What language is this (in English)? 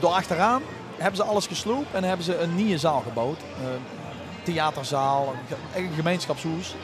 Limburgish